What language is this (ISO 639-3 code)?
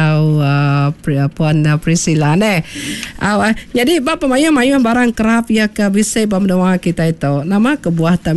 iba